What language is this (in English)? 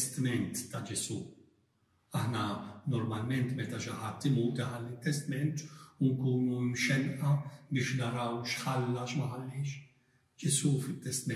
Maltese